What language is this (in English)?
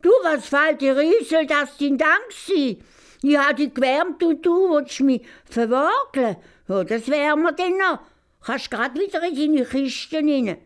Swiss German